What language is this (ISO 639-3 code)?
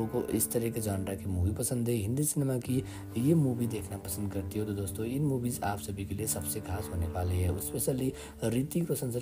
hin